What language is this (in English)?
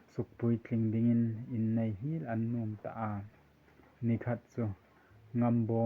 Hmar